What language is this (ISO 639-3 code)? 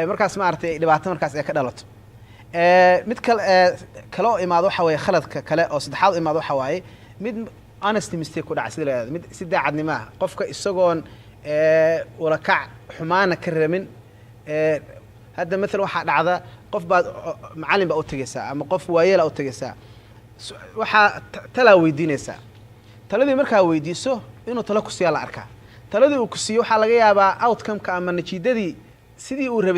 som